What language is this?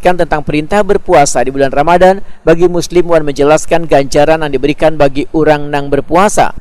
Banjar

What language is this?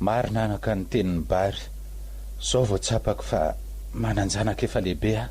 Malagasy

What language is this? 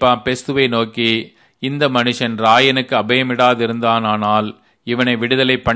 Tamil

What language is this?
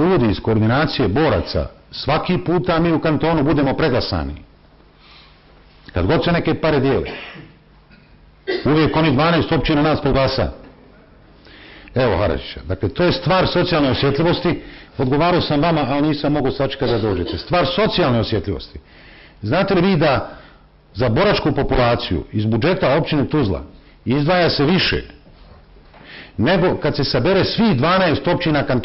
Bosnian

